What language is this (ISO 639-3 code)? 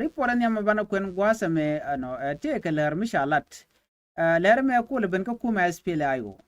nus